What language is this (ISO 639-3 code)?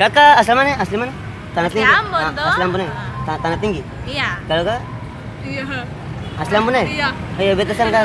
abs